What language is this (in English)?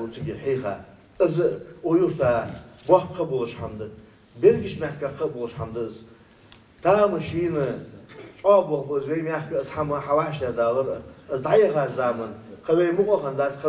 Ingush